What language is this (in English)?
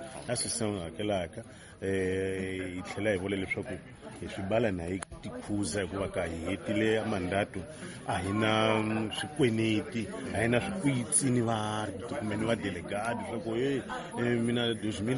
Tsonga